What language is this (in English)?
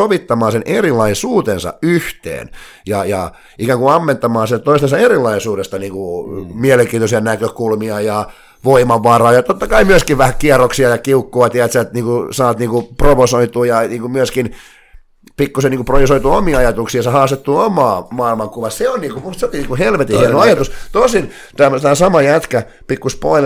Finnish